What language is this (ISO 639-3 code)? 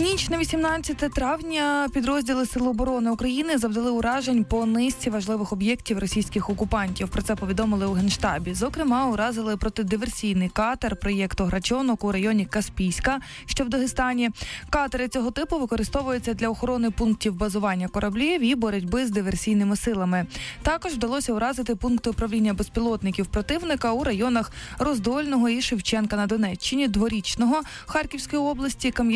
ukr